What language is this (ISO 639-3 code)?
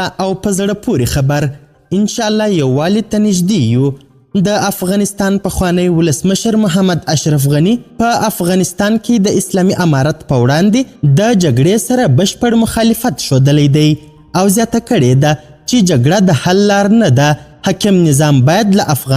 pus